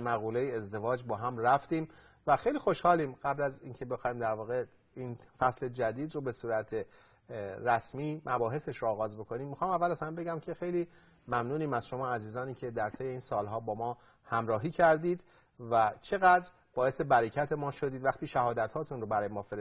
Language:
Persian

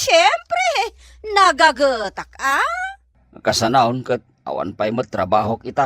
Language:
Iloko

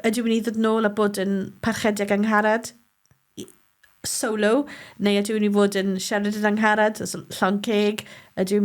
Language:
Welsh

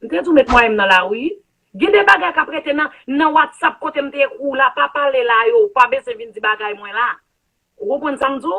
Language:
Haitian Creole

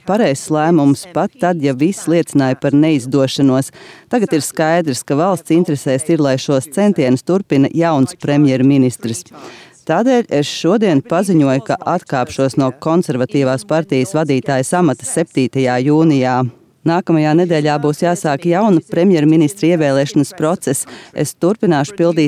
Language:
Latvian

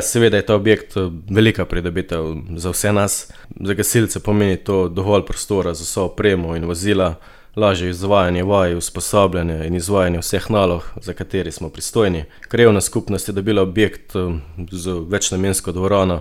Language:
Slovenian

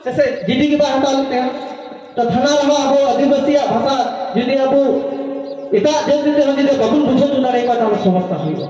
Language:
Santali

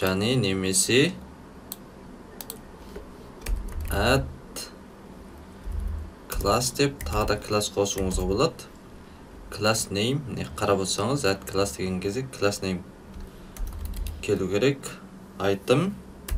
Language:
Kazakh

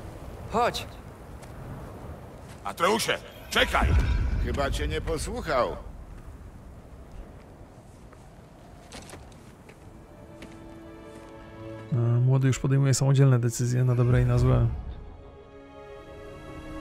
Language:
Polish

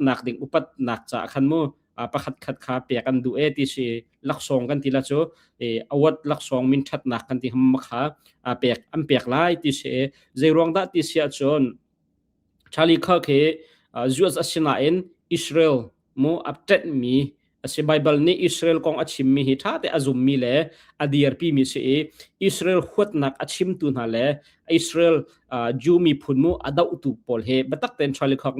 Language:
Hakha Chin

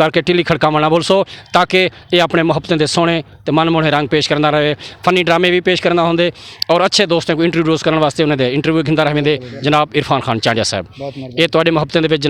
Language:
Saraiki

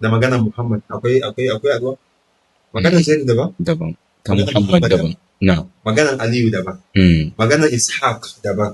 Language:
Hausa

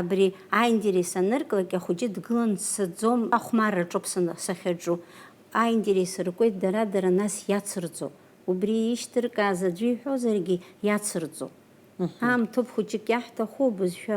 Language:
Abkhazian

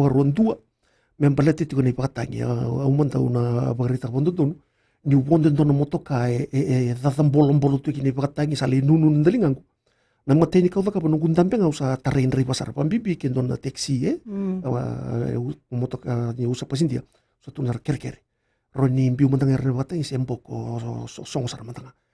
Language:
Fijian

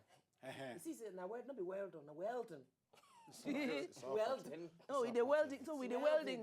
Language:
Nigerian Pidgin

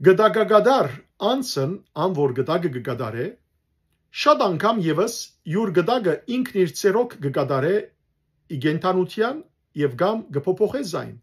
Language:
Western Armenian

